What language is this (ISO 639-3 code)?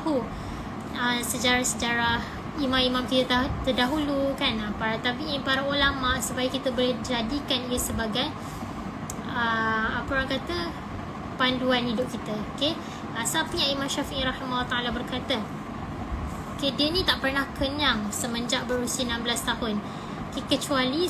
msa